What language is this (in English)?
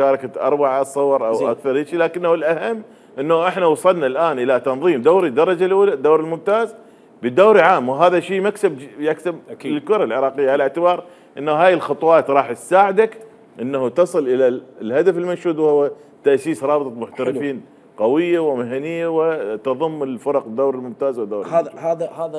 Mesopotamian Arabic